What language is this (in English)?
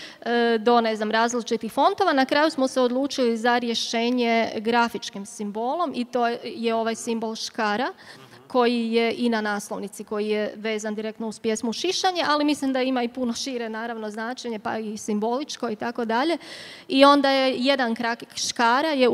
Croatian